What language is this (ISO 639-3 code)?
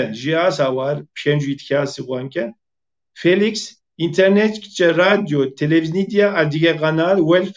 kbd